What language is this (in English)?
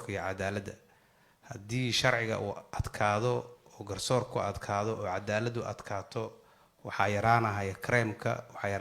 Somali